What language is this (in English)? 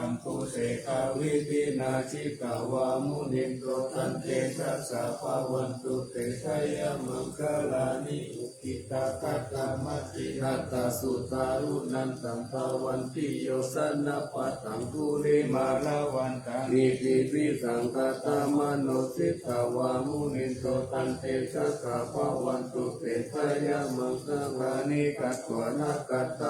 Pali